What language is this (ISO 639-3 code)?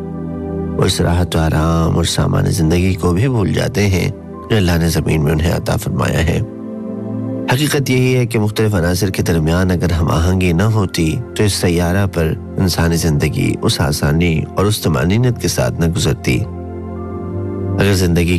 urd